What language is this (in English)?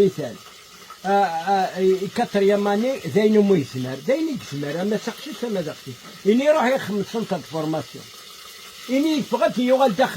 Kabyle